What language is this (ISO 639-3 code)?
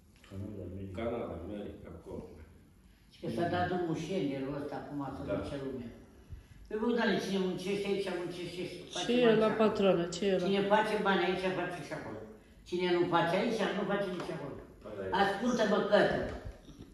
ron